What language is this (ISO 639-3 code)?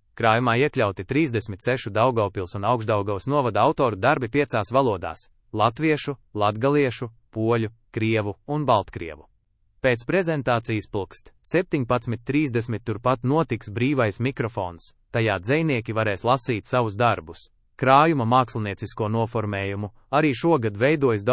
lav